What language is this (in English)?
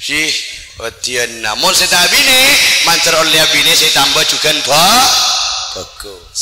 Madurese